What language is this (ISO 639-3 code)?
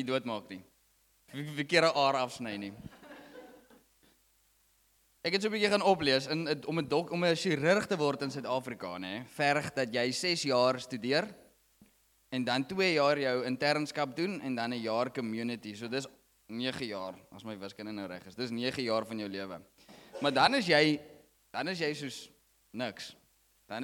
afr